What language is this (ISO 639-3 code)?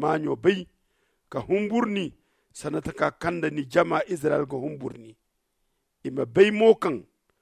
dje